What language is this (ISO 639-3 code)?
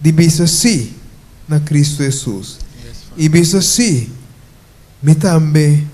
pap